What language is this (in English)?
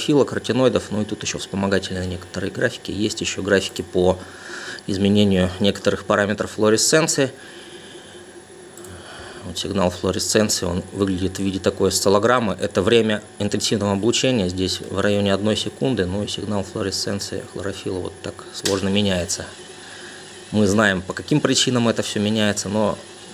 Russian